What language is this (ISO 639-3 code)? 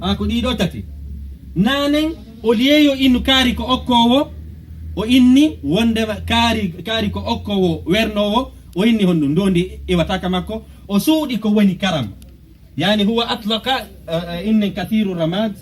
ful